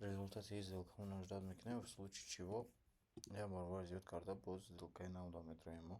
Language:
Tajik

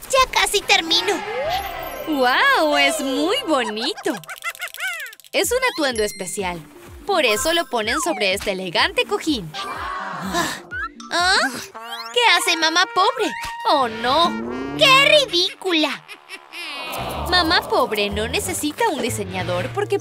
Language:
Spanish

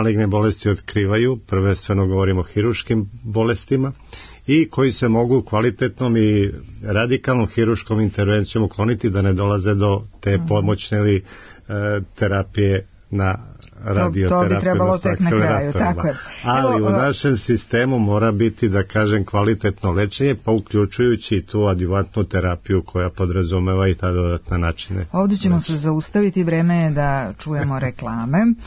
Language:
Serbian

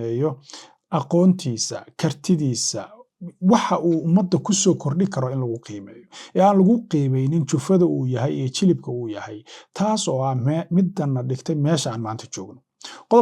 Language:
Somali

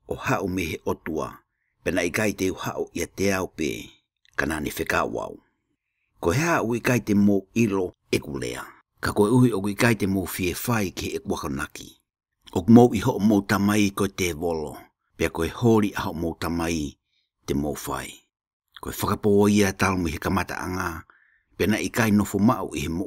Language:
Tongan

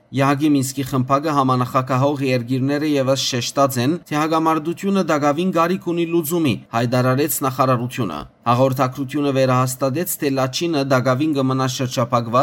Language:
Western Armenian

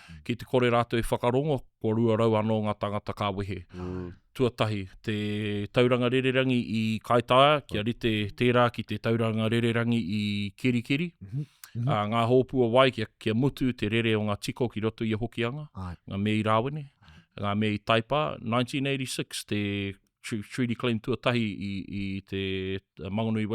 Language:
Māori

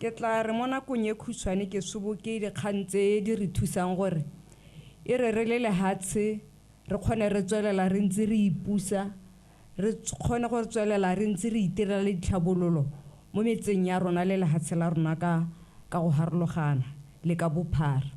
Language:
Tswana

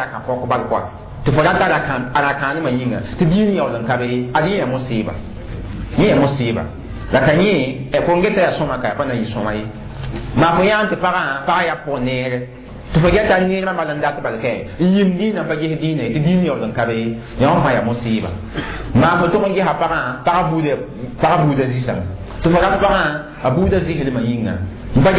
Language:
Mossi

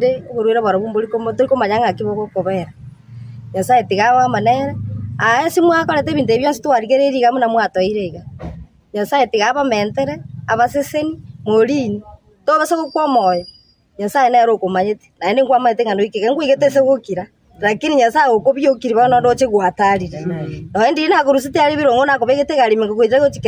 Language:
Gusii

